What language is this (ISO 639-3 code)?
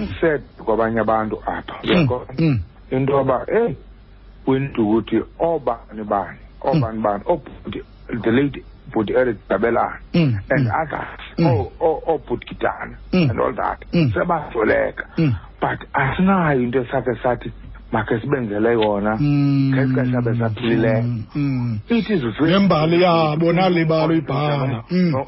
xho